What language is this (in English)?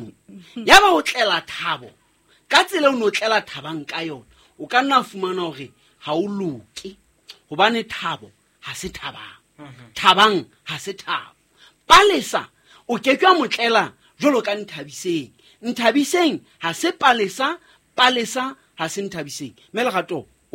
Southern Sotho